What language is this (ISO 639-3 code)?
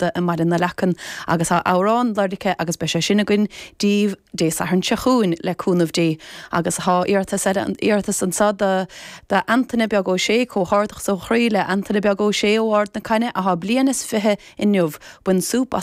gle